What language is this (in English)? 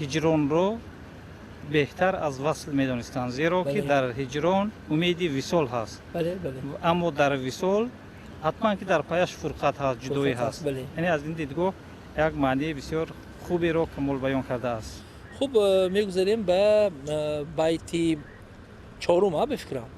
Tajik